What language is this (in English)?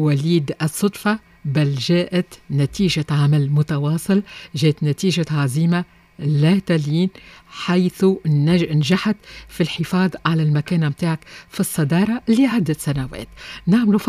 Tunisian Arabic